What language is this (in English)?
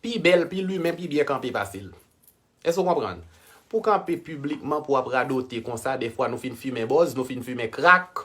Haitian Creole